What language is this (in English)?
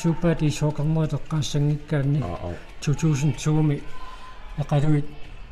Kalaallisut